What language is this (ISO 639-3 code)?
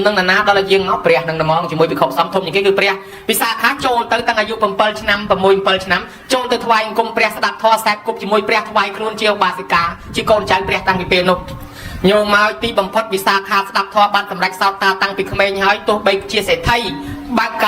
khm